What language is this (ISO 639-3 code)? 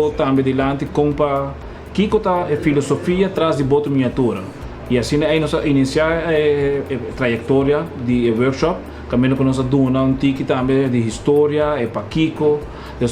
pap